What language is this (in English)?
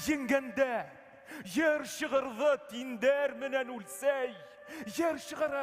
Bashkir